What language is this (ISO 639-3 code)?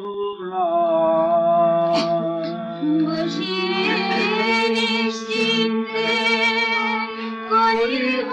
ben